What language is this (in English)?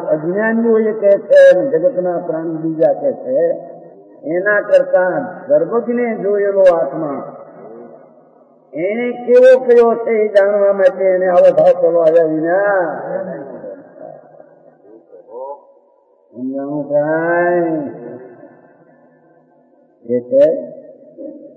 Gujarati